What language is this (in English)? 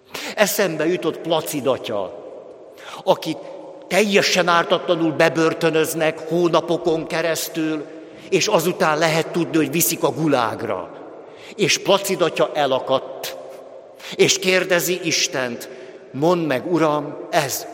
Hungarian